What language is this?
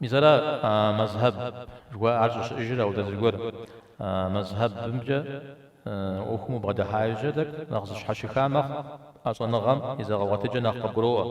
Kabardian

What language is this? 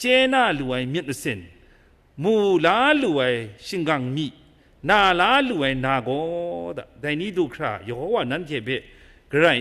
Kachin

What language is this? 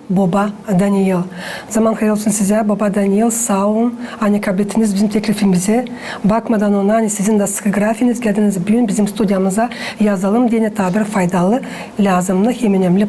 Gagauz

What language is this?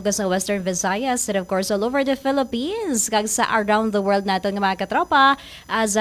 Hiligaynon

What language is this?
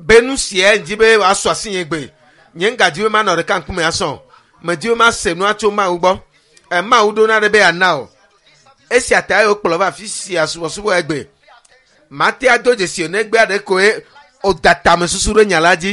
Ewe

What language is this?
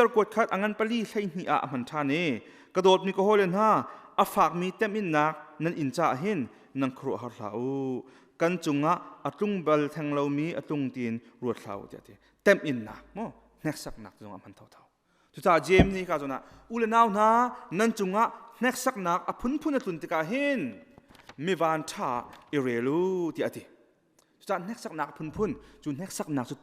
Hakha Chin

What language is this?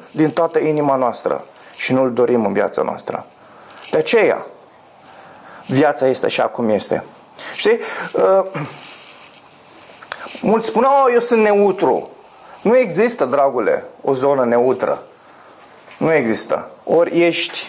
Romanian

